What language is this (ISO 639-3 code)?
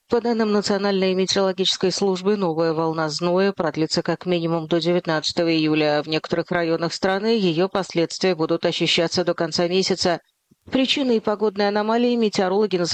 rus